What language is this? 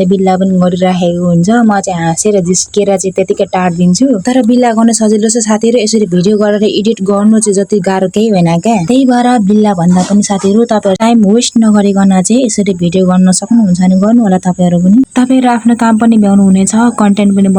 Nepali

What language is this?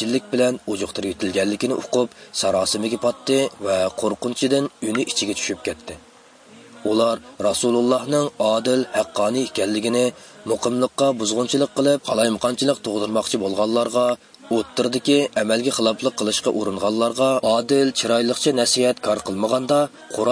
Uyghur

